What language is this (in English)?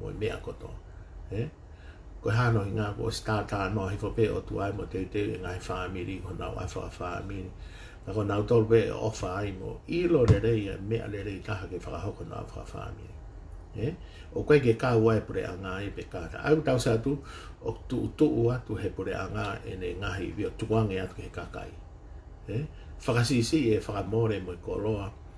Tongan